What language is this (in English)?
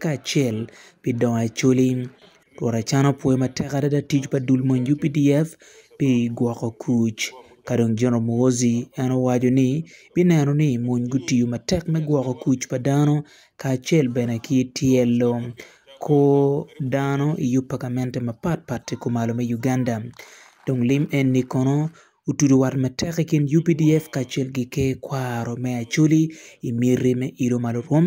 Acoli